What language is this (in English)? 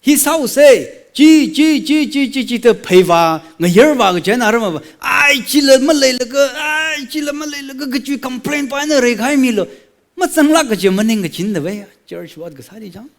Tangkhul Naga (India)